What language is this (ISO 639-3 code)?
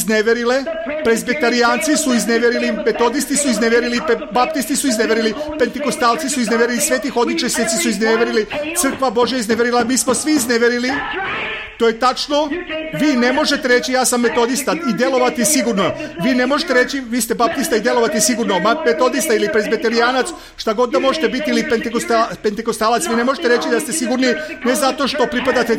srp